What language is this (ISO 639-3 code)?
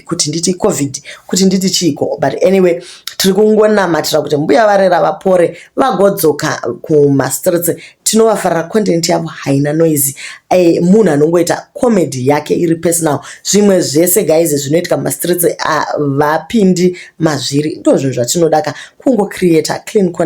sna